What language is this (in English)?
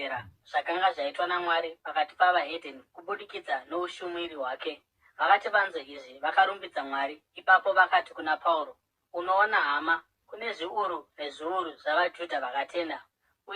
Shona